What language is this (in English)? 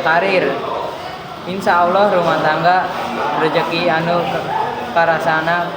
Sundanese